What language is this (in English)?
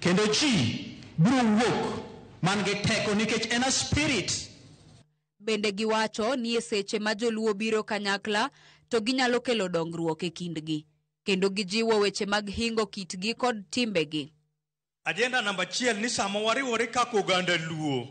Luo (Kenya and Tanzania)